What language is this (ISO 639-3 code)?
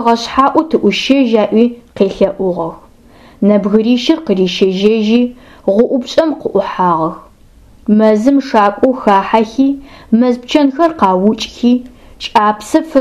ady